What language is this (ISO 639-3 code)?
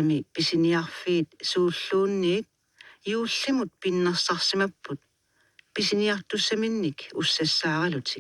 kal